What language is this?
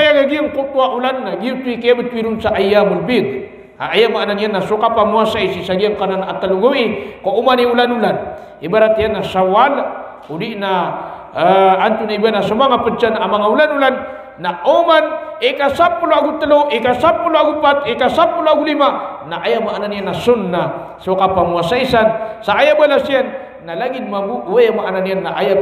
Maranao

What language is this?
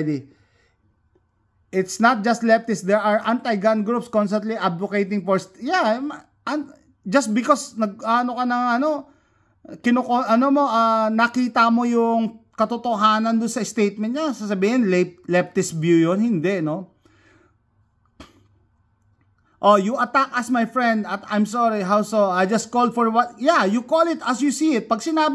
Filipino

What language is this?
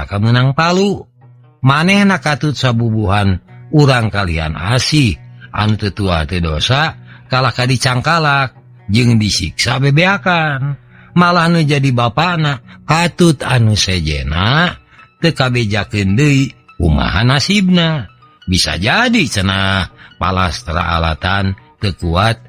Sundanese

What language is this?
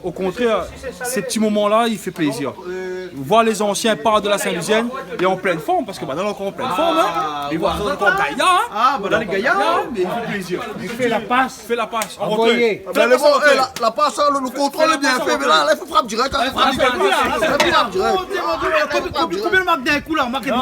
Réunion Creole French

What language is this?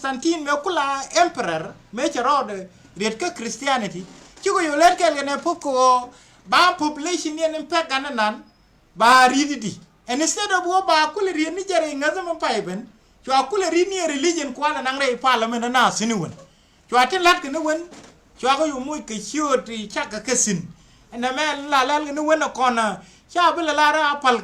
Nuer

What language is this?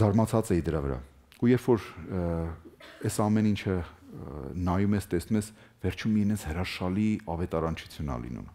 Armenian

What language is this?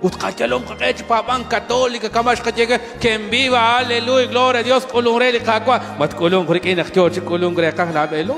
Kekchí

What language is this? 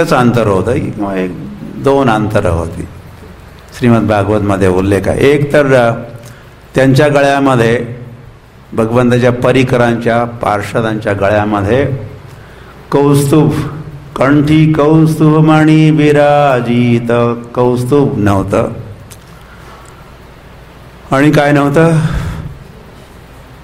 Marathi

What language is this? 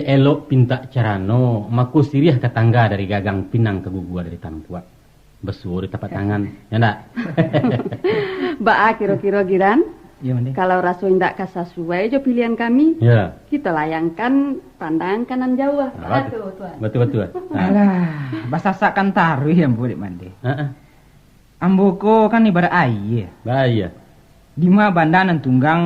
Minangkabau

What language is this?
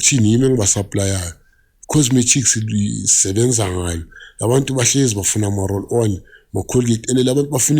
Zulu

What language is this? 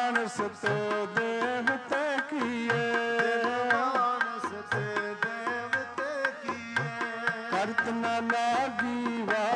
Punjabi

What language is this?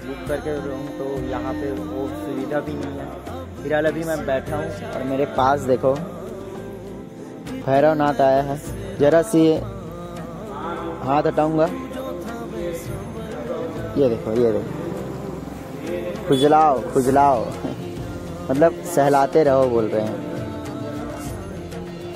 Hindi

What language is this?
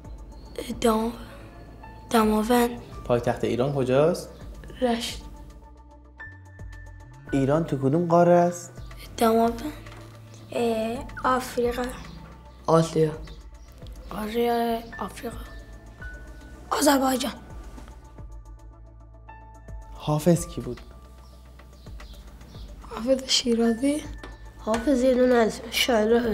Persian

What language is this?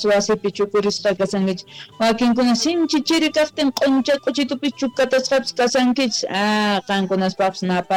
Quechua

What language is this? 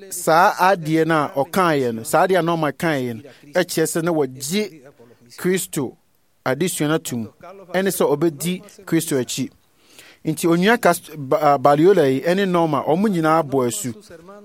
Akan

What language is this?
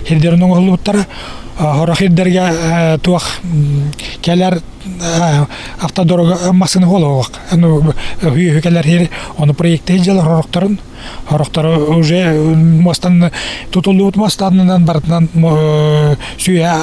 Yakut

